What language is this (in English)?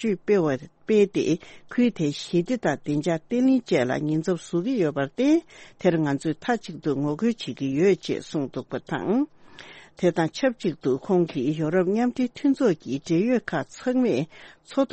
Tibetan